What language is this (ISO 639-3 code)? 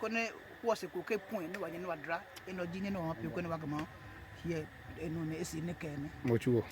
ada